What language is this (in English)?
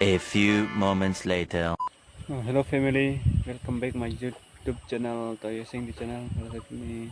Karbi